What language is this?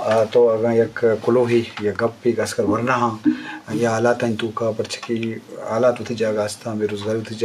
Eastern Balochi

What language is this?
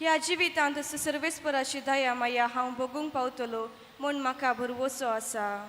Konkani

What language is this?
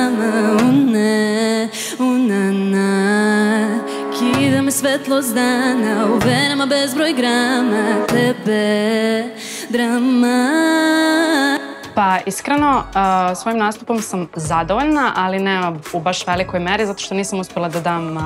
Serbian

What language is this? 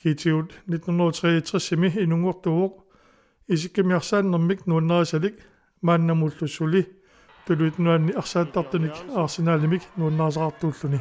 Kalaallisut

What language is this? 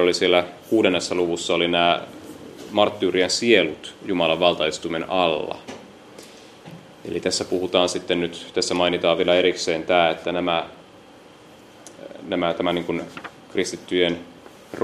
Finnish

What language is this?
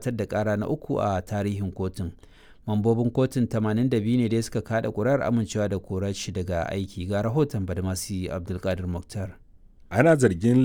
Hausa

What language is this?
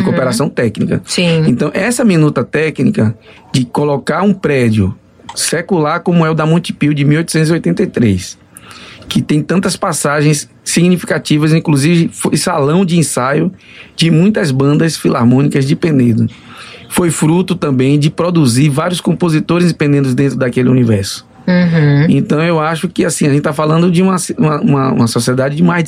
Portuguese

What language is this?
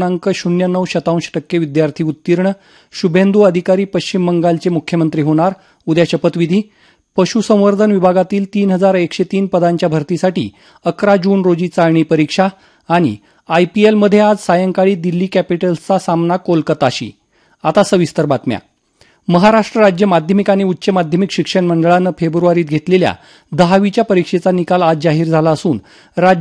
Marathi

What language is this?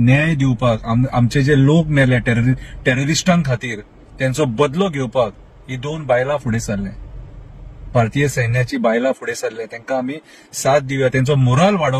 Konkani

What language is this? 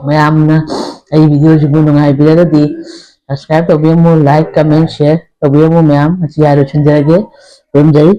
Manipuri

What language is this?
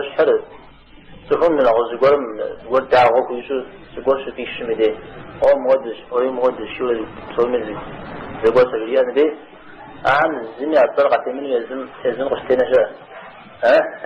Kabardian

